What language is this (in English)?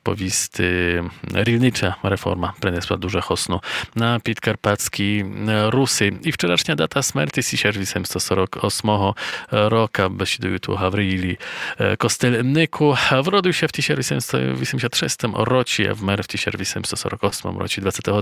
Rusyn